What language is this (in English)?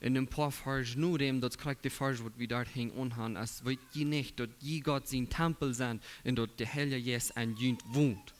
Plautdietsch